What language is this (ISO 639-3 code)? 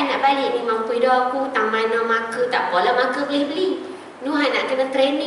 msa